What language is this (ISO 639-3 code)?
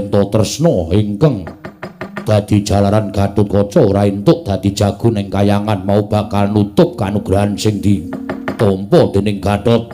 jav